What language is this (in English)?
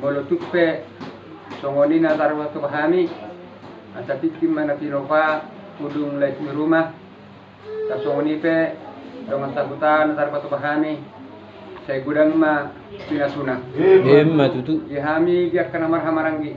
Batak Toba